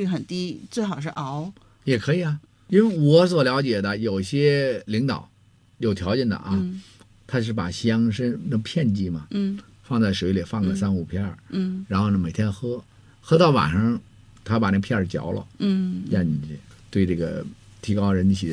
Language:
Chinese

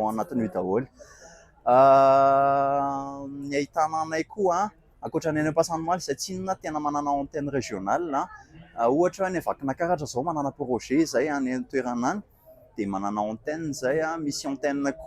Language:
Malagasy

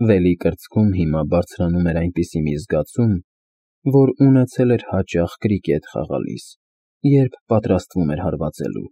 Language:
Armenian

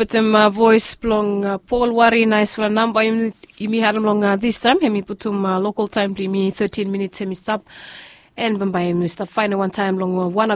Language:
Bislama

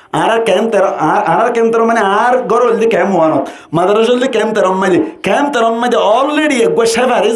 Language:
Rohingya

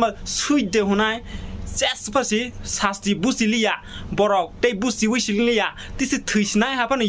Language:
Kok Borok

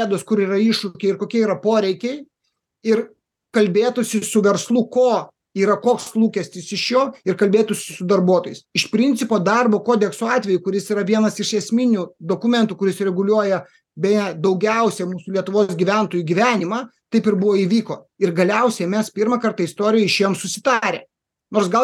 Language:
Lithuanian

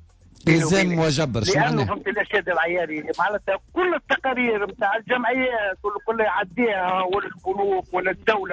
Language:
Tunisian Arabic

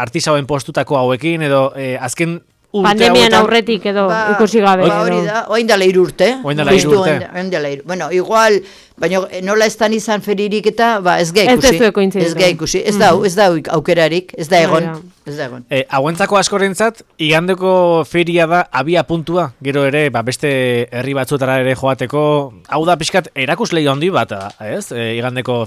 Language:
Basque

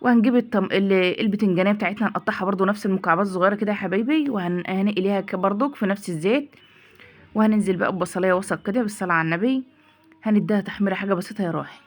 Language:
Egyptian Arabic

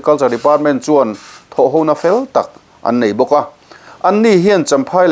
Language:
Mizo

